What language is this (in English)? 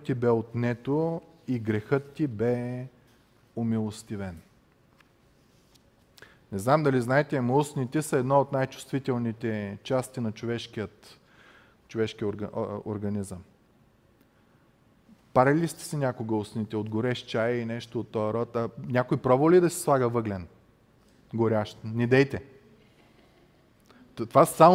Bulgarian